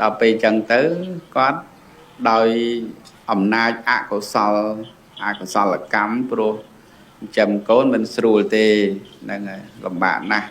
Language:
Khmer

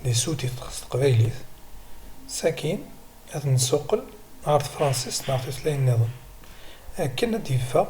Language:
Kabyle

